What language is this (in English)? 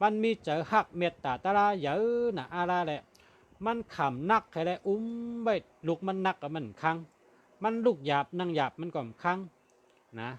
Shan